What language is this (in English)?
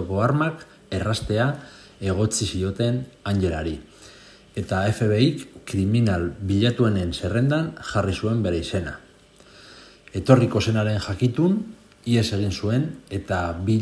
Basque